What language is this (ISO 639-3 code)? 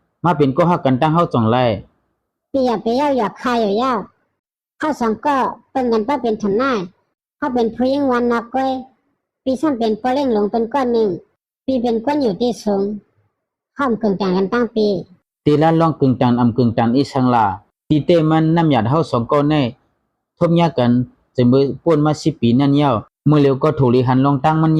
shn